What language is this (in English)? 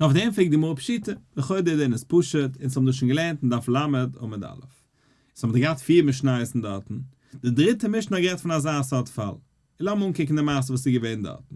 Yiddish